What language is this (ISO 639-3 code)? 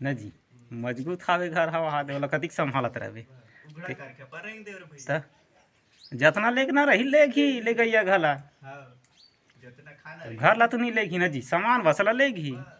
hne